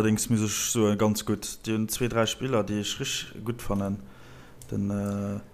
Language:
Luxembourgish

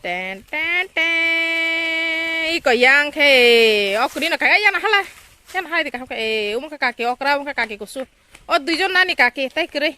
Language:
Kok Borok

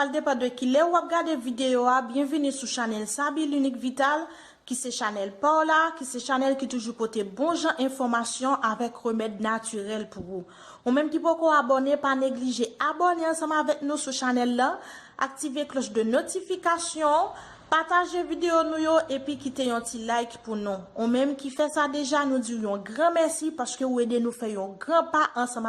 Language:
Haitian Creole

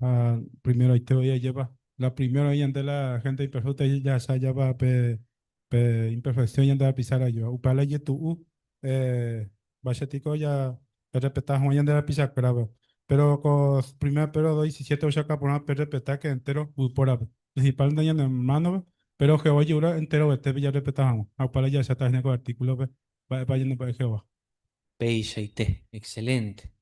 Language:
Guarani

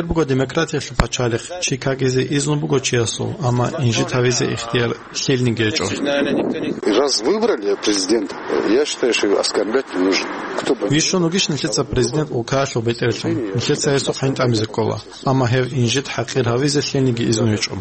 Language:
Avaric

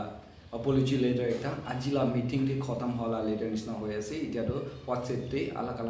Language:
Naga Pidgin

